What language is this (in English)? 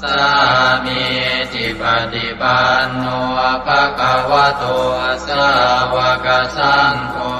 Pali